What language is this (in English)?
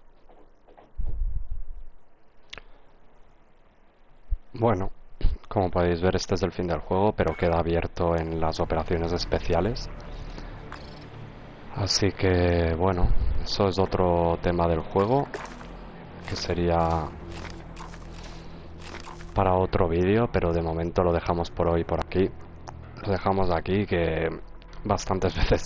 Spanish